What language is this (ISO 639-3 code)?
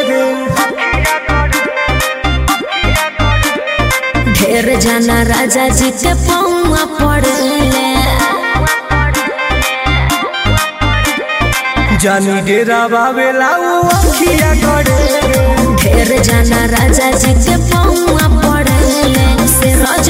bho